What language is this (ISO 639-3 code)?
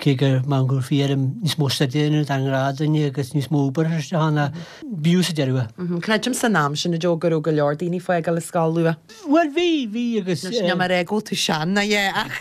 gle